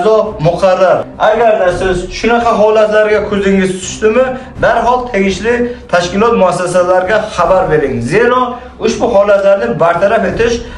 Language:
Uzbek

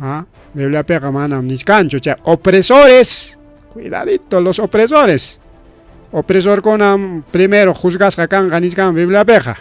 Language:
Ayacucho Quechua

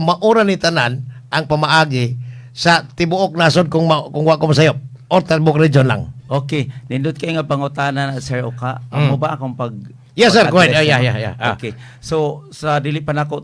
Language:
Cebuano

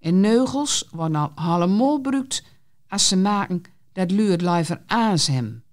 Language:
Gronings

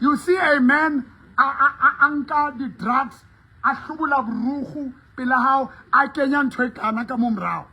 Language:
Southern Sotho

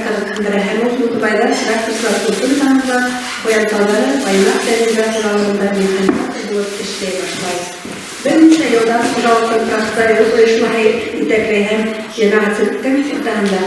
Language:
Bashkir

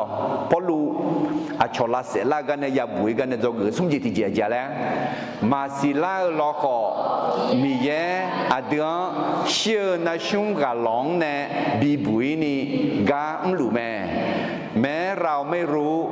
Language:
Akha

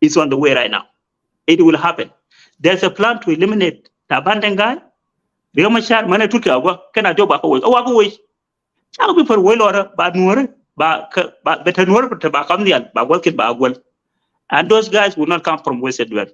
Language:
Nuer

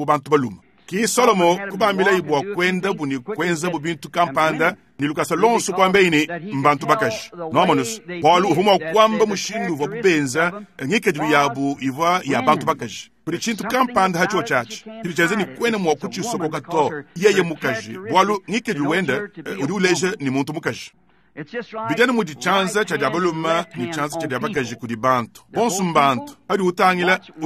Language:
Luba-Lulua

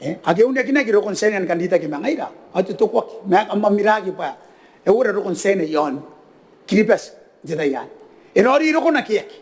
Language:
Gilbertese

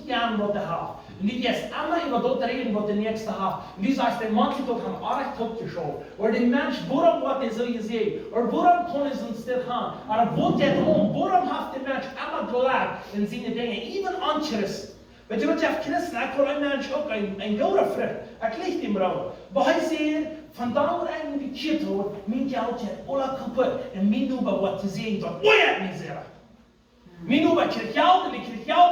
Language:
Plautdietsch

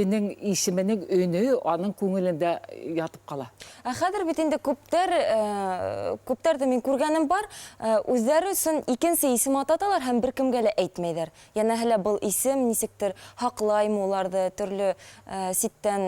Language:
Bashkir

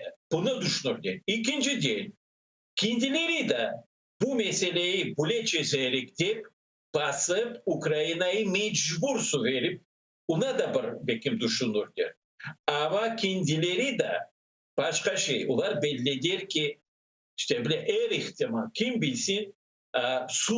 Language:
Crimean Tatar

